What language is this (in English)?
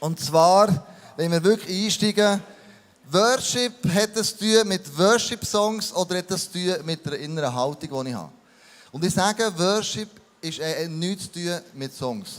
Swiss German